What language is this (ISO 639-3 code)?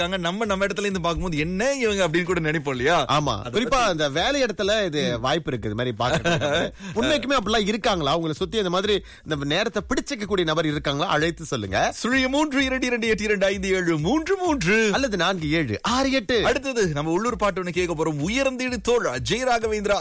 tam